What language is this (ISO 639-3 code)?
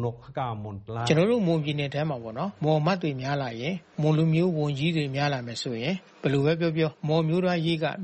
mya